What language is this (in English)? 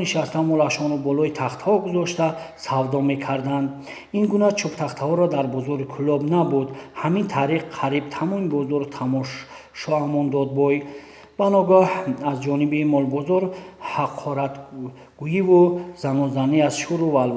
Tajik